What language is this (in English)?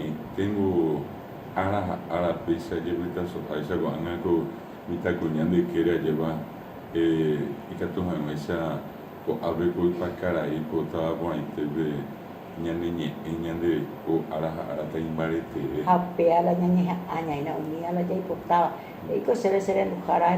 Guarani